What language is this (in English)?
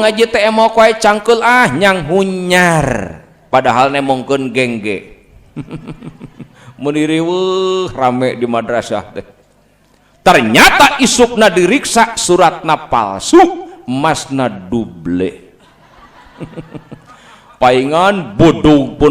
Sundanese